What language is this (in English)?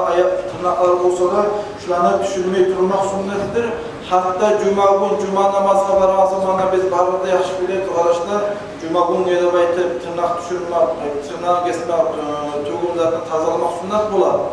Kumyk